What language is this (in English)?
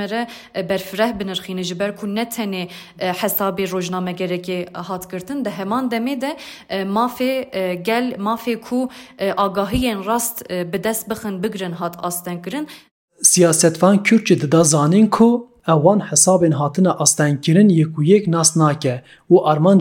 Kurdish